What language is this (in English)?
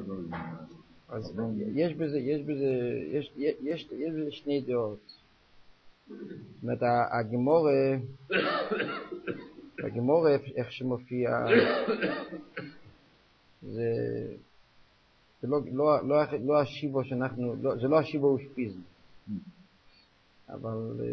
Hebrew